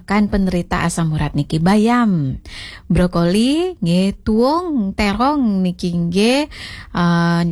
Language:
Balinese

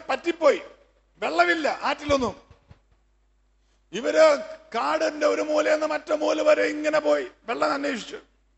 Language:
Malayalam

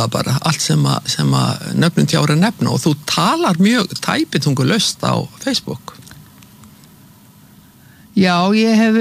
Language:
Icelandic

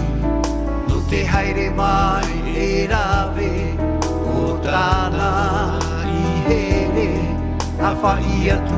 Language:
Tahitian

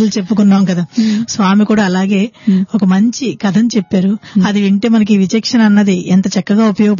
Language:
Telugu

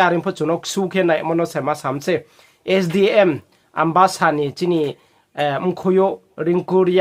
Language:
Riang (India)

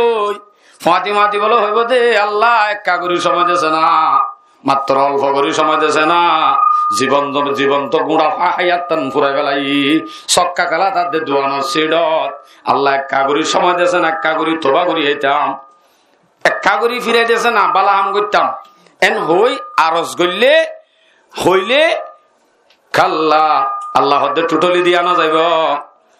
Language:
Rohingya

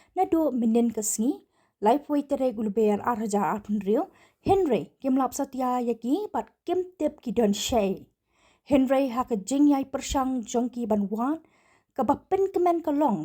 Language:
Khasi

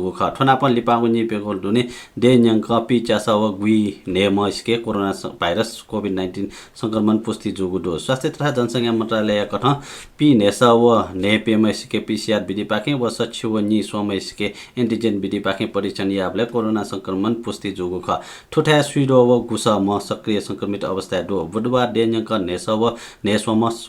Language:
Newari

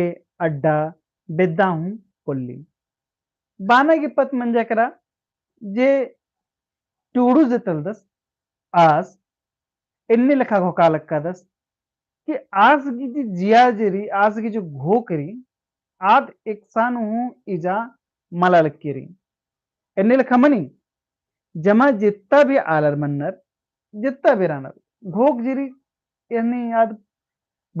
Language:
Kurukh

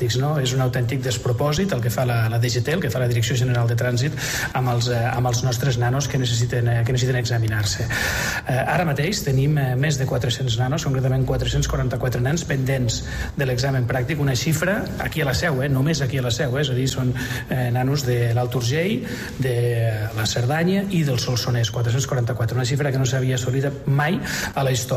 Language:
Catalan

